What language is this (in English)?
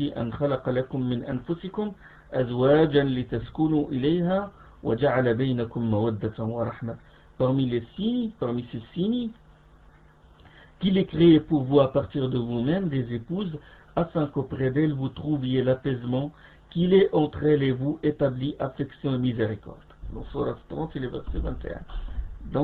French